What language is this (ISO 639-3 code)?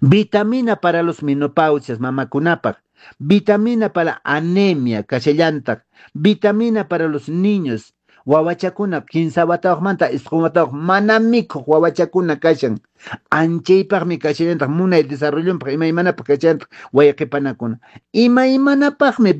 que